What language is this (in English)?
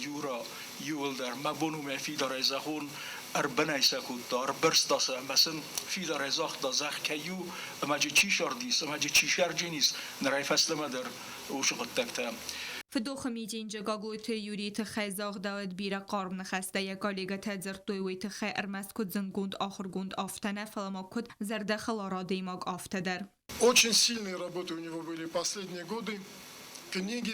Ossetic